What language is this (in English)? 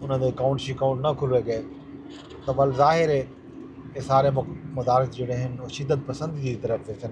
Saraiki